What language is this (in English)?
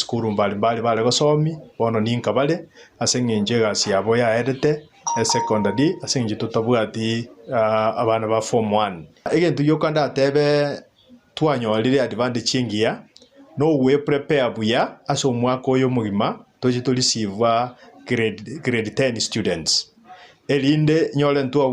Gusii